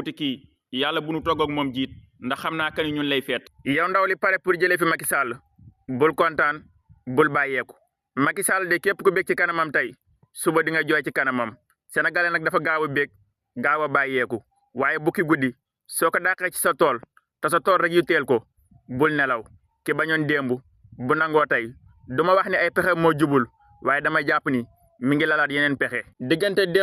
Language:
Wolof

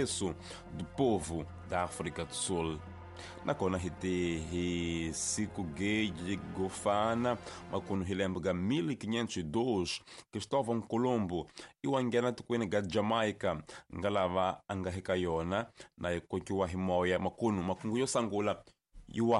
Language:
Tsonga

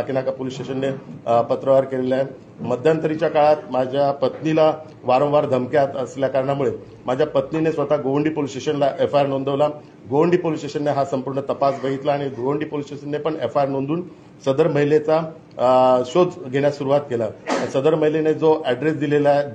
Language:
Marathi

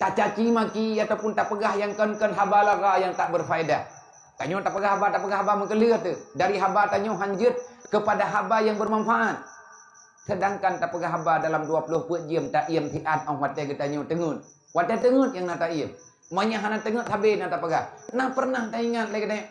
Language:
Achinese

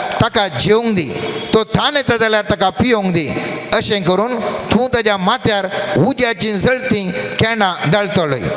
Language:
Konkani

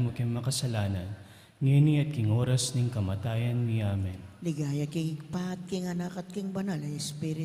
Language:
Pampanga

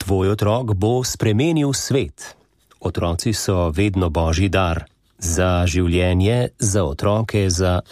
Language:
Slovenian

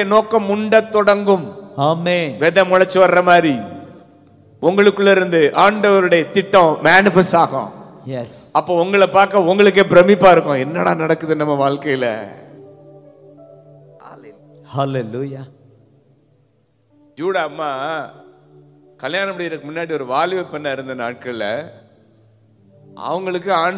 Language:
Tamil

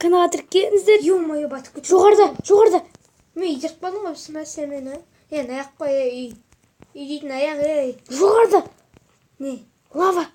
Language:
Kazakh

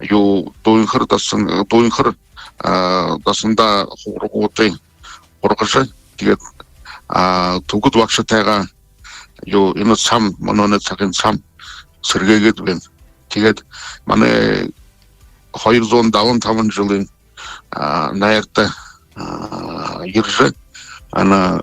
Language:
Buriat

